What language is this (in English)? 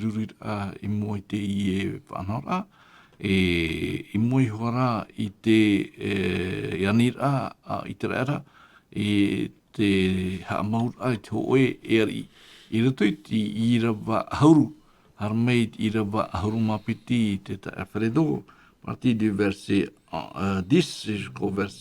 Tahitian